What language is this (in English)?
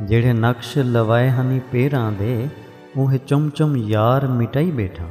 Saraiki